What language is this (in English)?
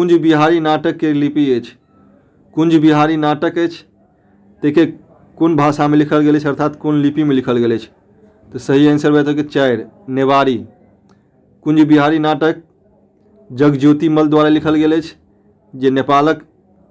Maithili